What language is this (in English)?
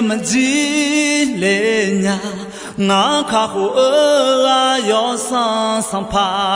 Akha